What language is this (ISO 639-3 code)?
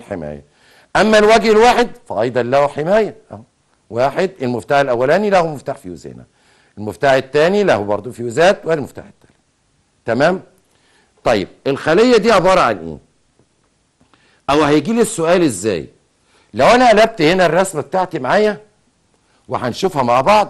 arz